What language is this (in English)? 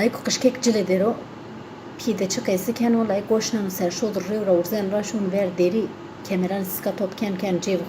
Zaza